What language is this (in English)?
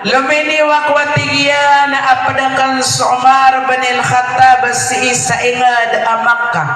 Maranao